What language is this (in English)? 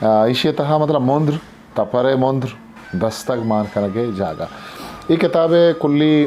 Eastern Balochi